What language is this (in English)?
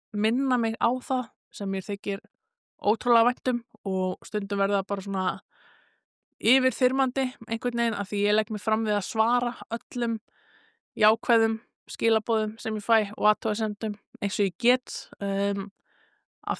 Icelandic